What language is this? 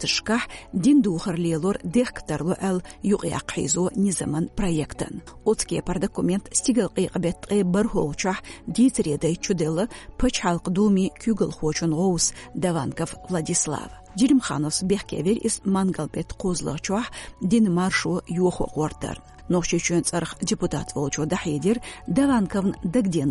Chechen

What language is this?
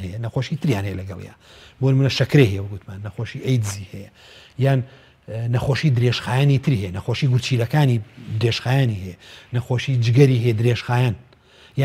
Central Kurdish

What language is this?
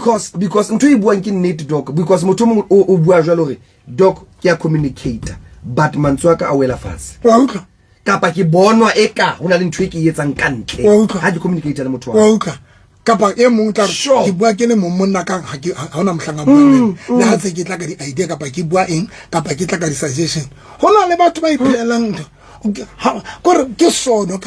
Southern Sotho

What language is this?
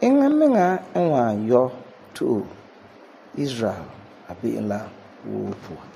Frafra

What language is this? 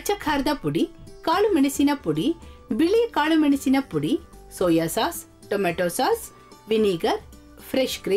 Kannada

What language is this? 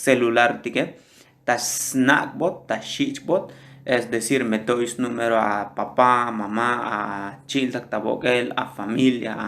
Tzotzil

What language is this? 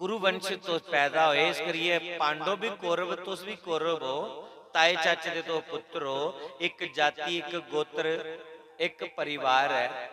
Dogri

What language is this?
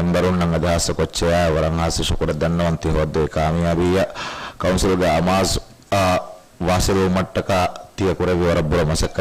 Divehi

